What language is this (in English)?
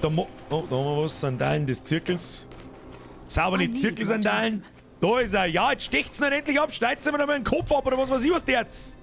Bavarian